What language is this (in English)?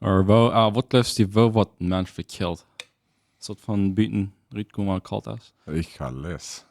Plautdietsch